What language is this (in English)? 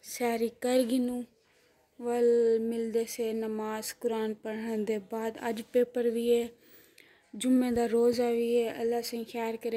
Saraiki